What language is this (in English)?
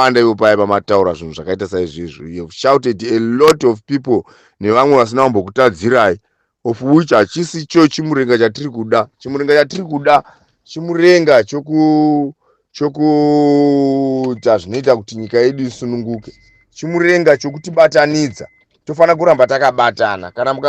Shona